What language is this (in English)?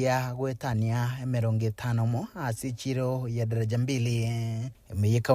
Gusii